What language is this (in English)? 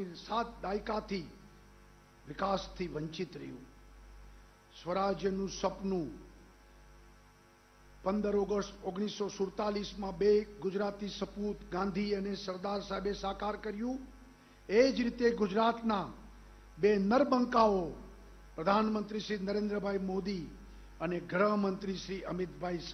Gujarati